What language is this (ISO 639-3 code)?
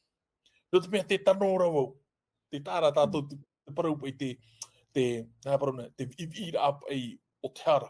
tah